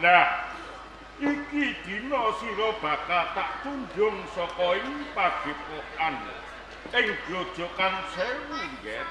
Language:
Javanese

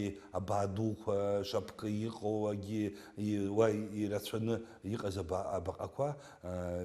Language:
Abkhazian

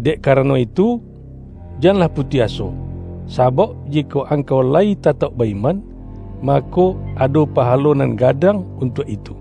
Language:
Minangkabau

